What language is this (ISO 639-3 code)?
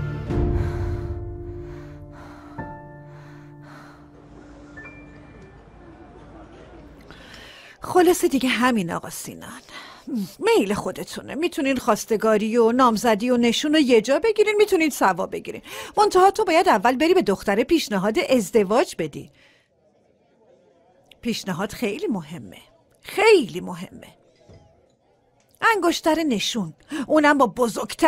fas